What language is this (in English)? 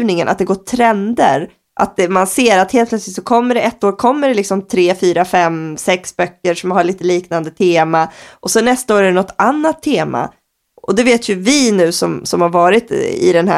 Swedish